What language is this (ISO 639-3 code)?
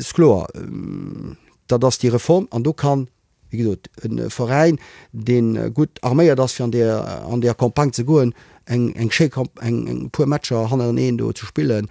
ltz